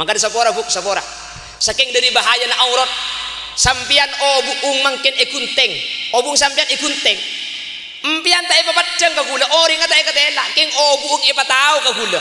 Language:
Madurese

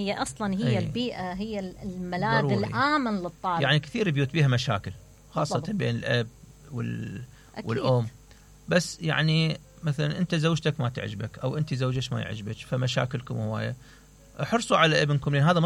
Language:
Mesopotamian Arabic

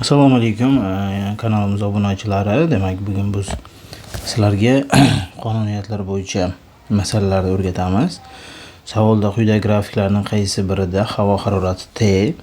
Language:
Uzbek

